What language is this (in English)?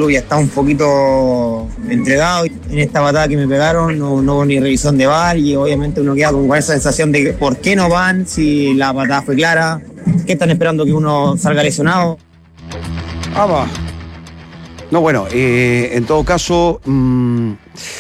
Spanish